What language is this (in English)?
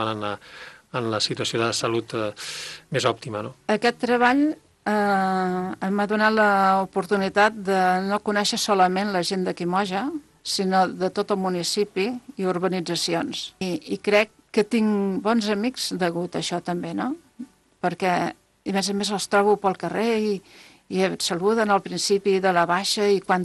Catalan